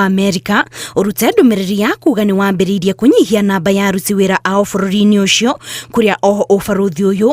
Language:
Kikuyu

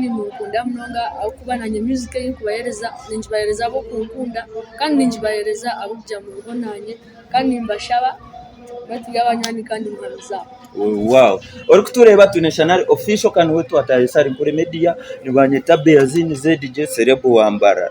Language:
Nyankole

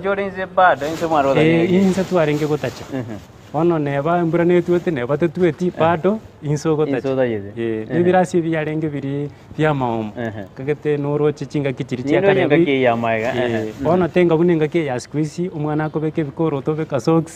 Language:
Gusii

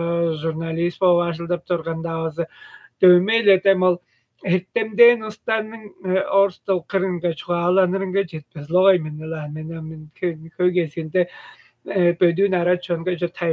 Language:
Tuvinian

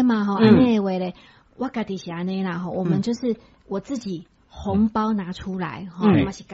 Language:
Min Nan Chinese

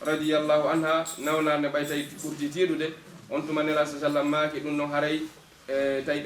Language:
Fula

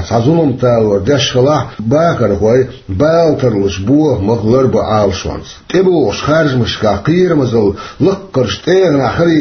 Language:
Chechen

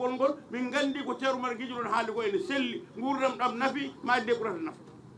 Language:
Fula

